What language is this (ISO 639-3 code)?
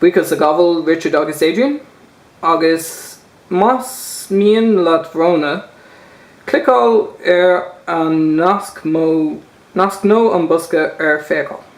gle